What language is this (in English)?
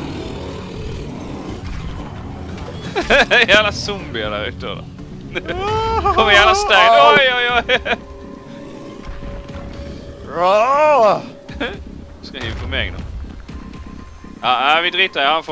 Norwegian